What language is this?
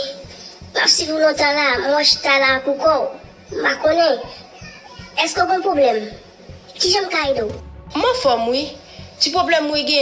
Haitian Creole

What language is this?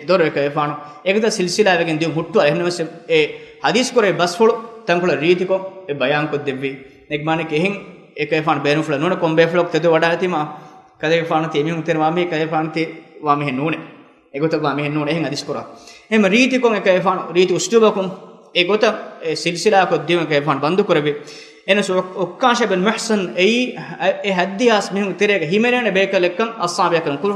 Divehi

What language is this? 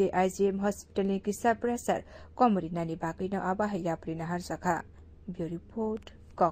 Kok Borok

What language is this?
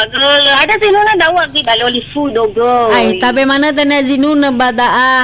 Nias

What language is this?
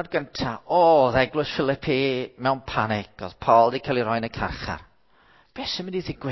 Welsh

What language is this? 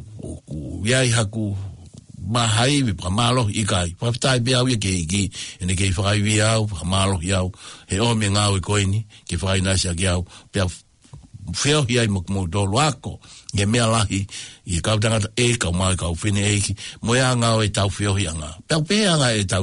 Tongan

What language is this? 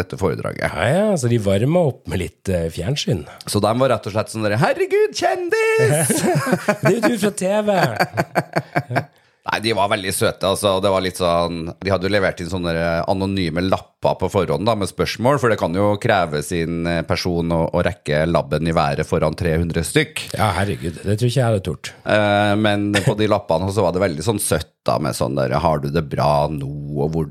Norwegian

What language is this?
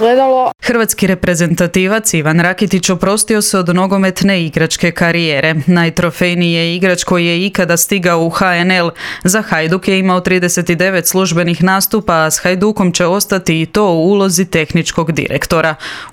Croatian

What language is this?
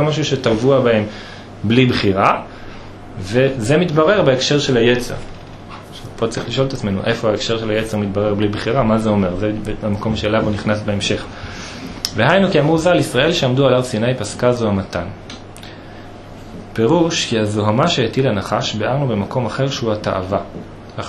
Hebrew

